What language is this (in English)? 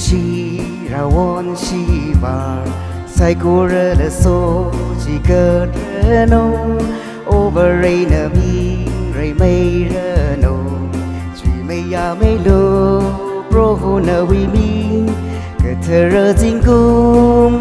Tangkhul Naga (India)